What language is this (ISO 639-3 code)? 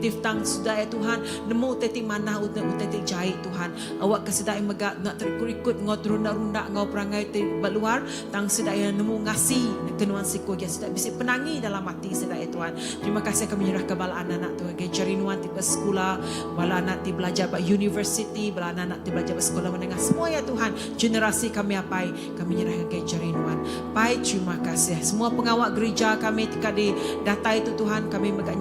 iba